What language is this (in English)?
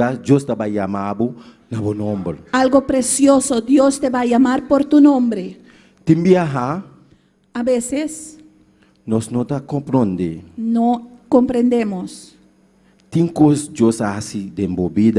Papiamento